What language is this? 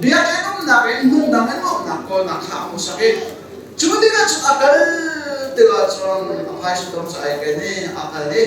Hakha Chin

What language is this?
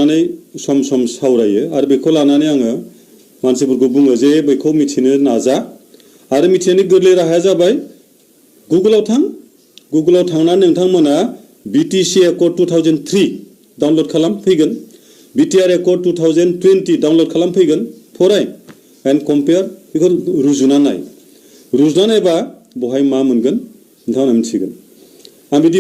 Bodo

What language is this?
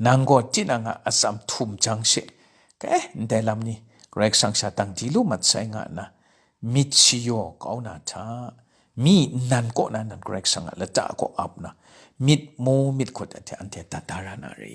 Kachin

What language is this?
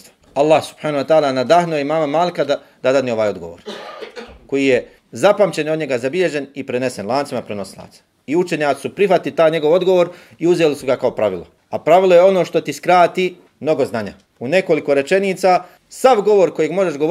Bosnian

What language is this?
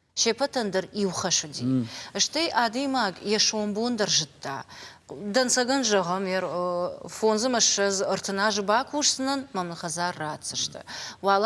Ossetic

